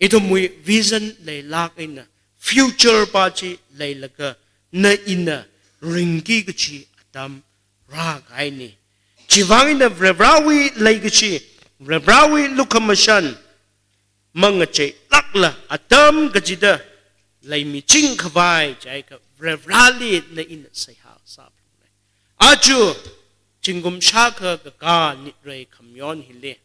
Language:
Tangkhul Naga (India)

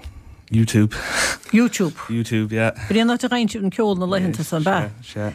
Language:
Irish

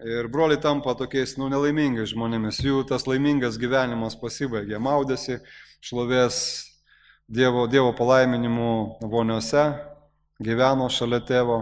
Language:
Lithuanian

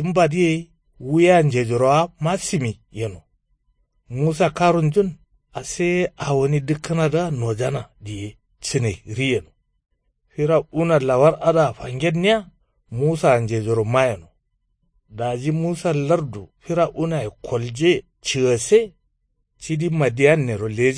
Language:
Kanuri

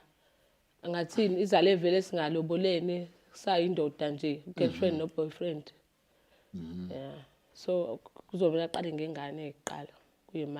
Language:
Zulu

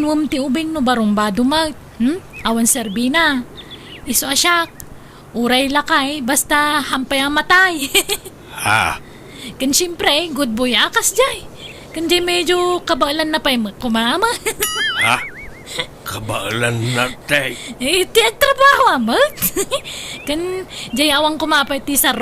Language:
Iloko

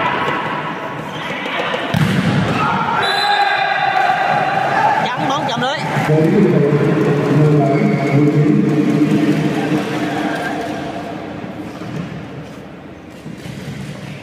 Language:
Vietnamese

